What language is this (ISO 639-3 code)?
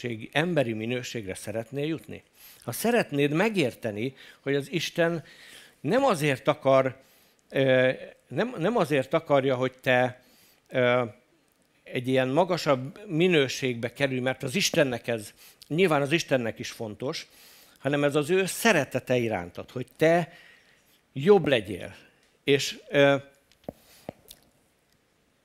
hun